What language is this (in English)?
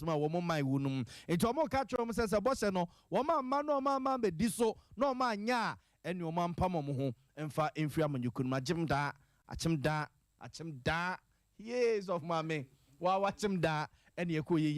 Akan